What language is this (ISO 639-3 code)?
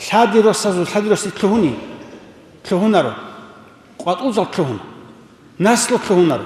ava